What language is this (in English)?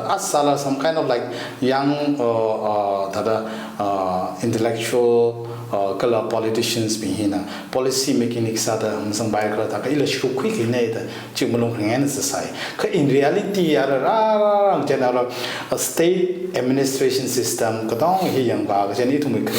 Tangkhul Naga (India)